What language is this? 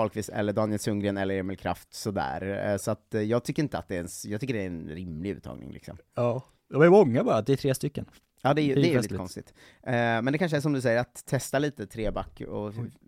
Swedish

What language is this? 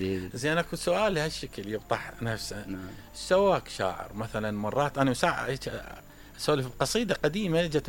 Mesopotamian Arabic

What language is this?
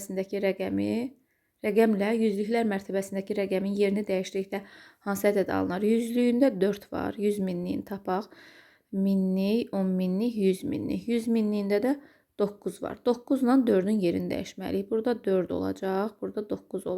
Azerbaijani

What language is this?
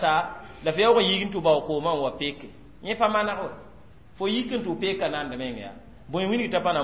Mossi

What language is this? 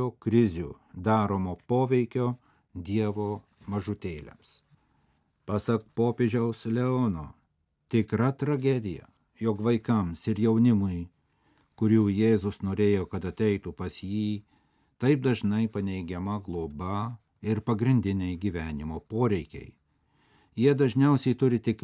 Lithuanian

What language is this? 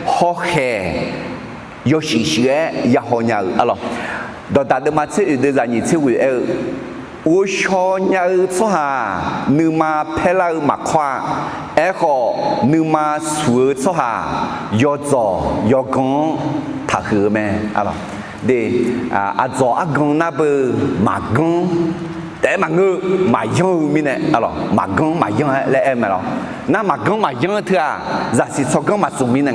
Akha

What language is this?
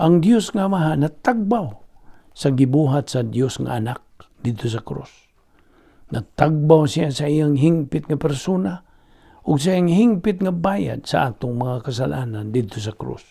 Cebuano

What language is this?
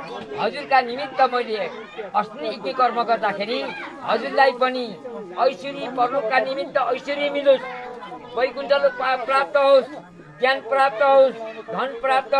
Nepali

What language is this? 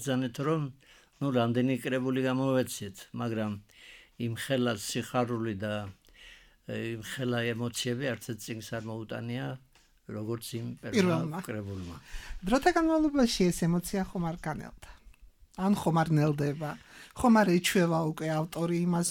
Georgian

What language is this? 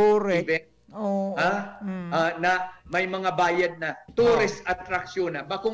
Bikol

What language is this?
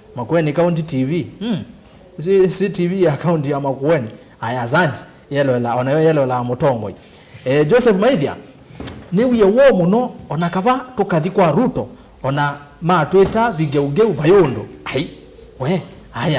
Kamba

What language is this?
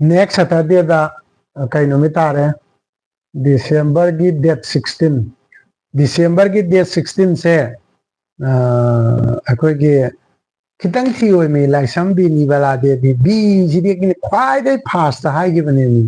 Manipuri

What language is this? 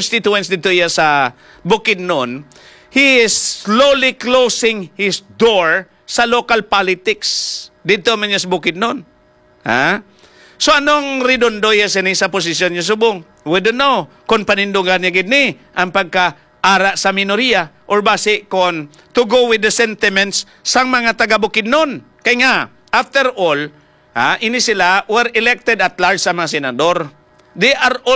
Hiligaynon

